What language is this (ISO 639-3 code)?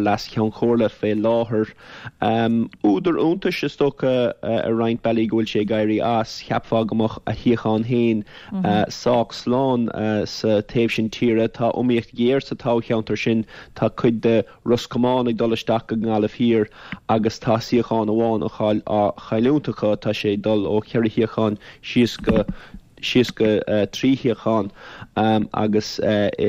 gle